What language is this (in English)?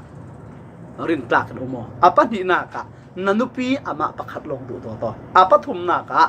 Falam Chin